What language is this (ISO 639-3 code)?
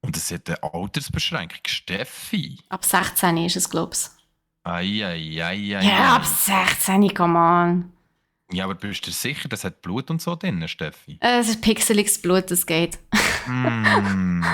gsw